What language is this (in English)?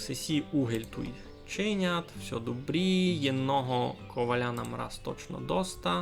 Rusyn